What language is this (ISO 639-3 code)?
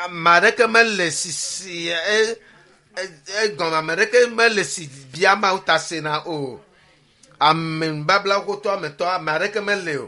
ewe